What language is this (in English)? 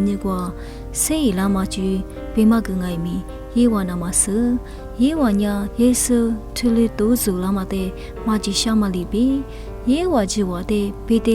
Lisu